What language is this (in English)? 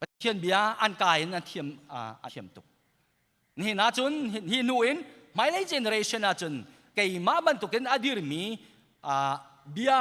Hakha Chin